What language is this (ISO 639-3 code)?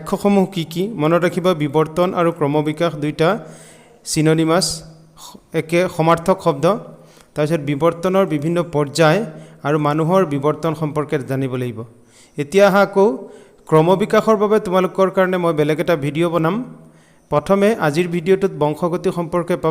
asm